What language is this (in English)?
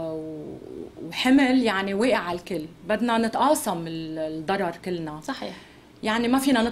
North Levantine Arabic